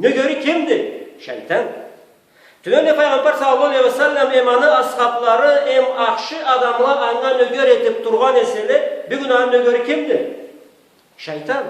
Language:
Karachay-Balkar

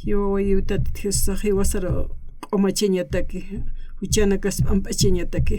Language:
Aymara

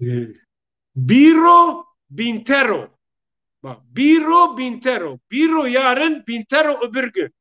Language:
Zaza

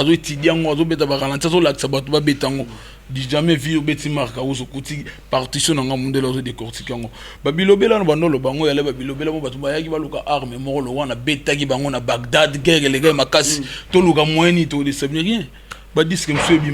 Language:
Lingala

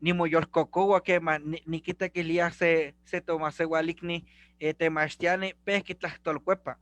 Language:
Eastern Huasteca Nahuatl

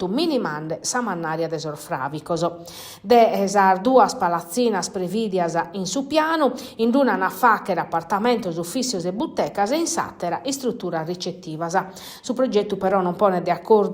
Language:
Sardinian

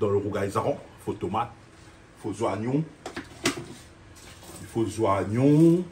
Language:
Réunion Creole French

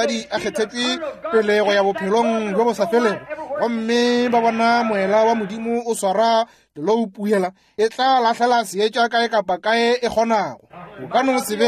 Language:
Northern Sotho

